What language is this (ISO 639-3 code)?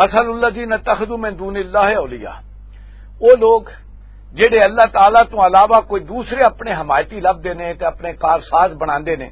lah